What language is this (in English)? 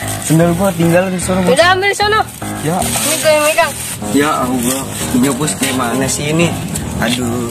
Betawi